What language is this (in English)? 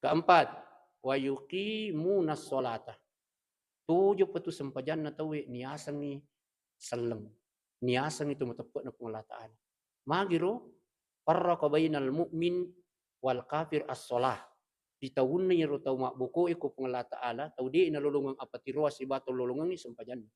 Buginese